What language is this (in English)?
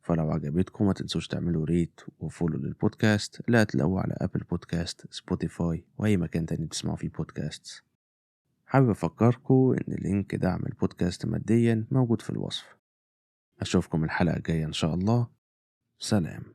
Egyptian Arabic